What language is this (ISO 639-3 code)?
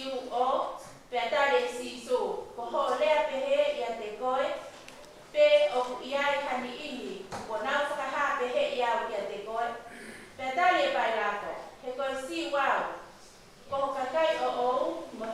ton